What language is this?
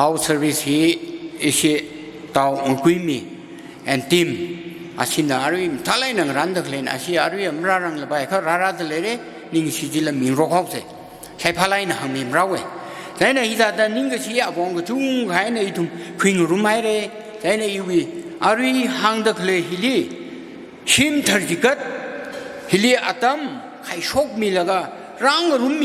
Tangkhul Naga (India)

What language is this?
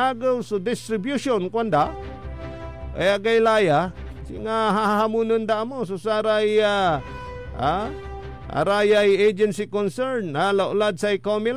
Pangasinan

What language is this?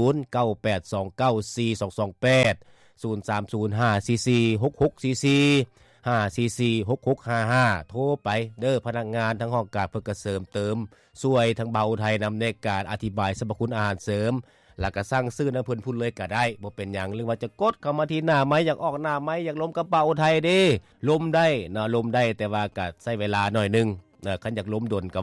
Lao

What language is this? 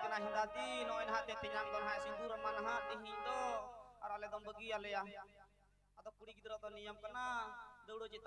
Santali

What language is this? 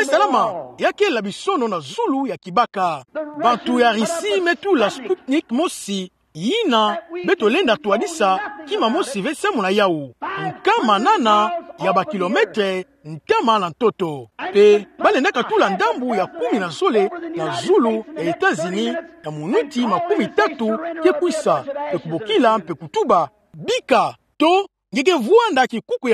Kituba (Democratic Republic of Congo)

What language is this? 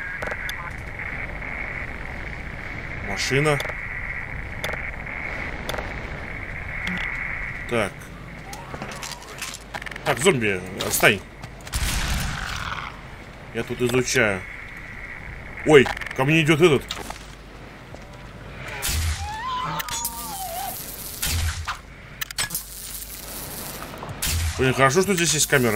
Russian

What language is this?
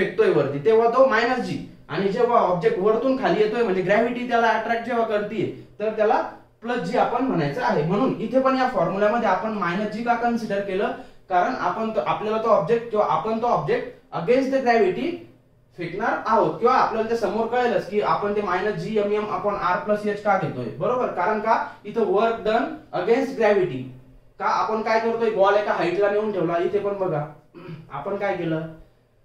Marathi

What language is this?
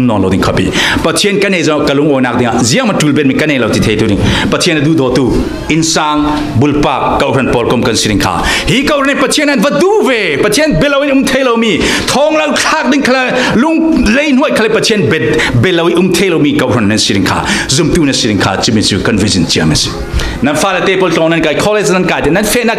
Falam Chin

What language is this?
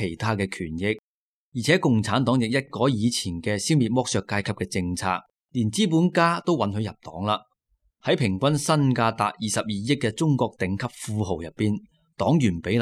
Cantonese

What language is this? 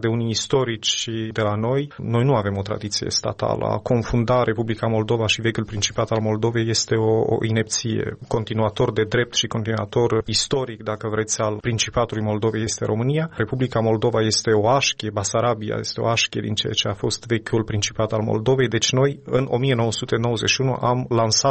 Romanian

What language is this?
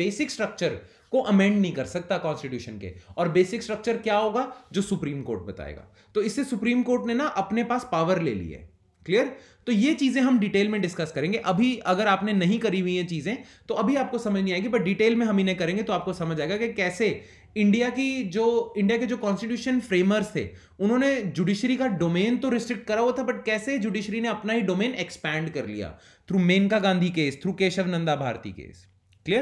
Hindi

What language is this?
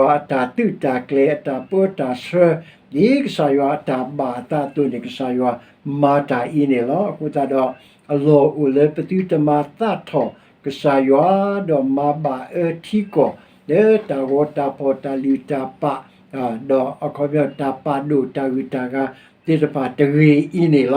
S'gaw Karen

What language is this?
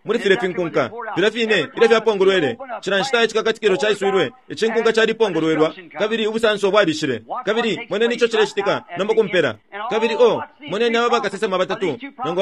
Bemba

